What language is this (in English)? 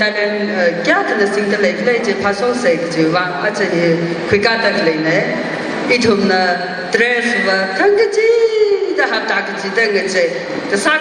Tangkhul Naga (India)